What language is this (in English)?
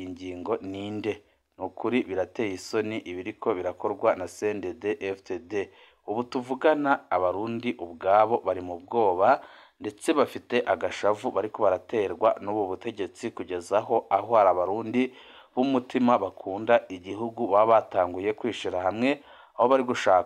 Rundi